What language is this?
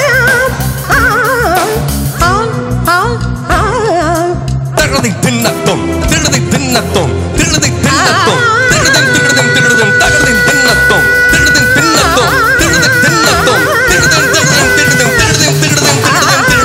Telugu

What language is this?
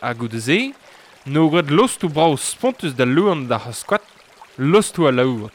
Breton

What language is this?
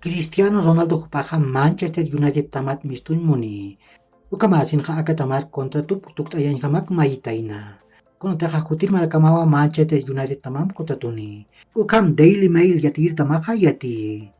Aymara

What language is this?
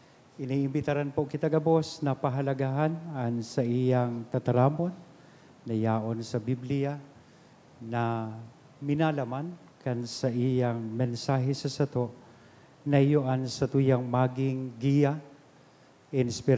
Bikol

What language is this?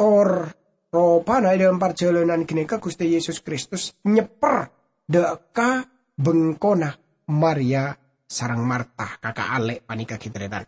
Madurese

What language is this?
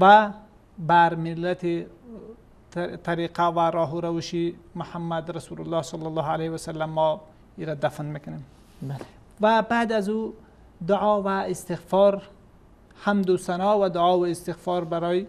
Persian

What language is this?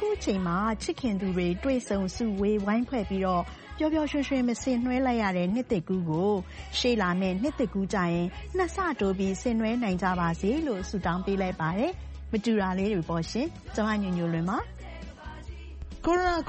Burmese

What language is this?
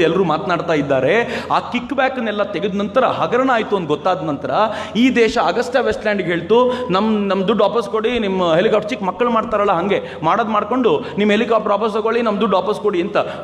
Kannada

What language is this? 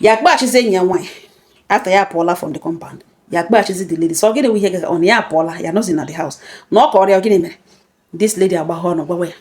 Igbo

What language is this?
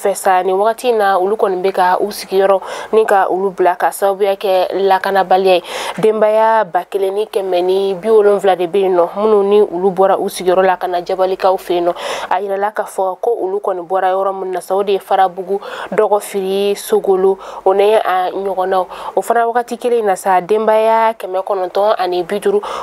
Bambara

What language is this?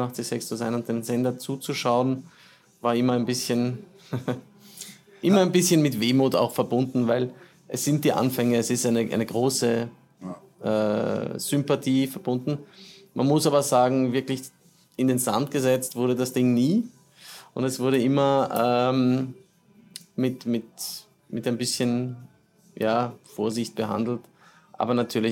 German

